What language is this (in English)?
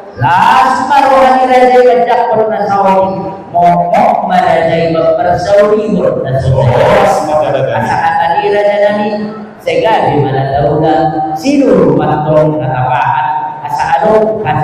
Batak Toba